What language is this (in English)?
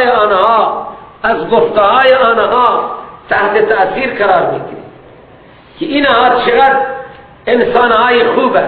Persian